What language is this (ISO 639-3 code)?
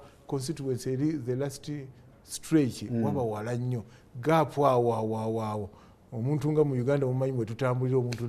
lug